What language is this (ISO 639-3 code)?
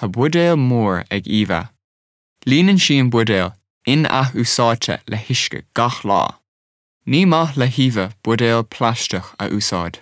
gle